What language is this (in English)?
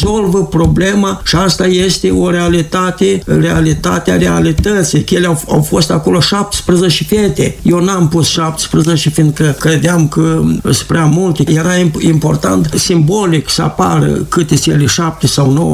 Romanian